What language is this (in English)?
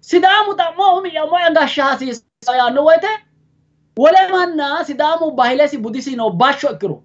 Sidamo